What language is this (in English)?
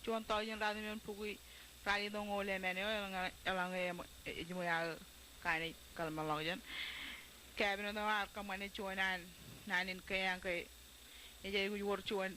Marshallese